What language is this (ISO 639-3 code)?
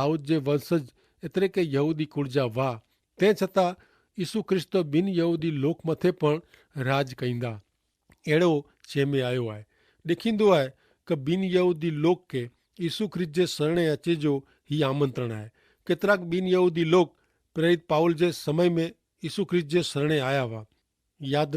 kfr